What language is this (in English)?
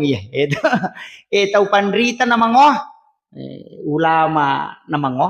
Buginese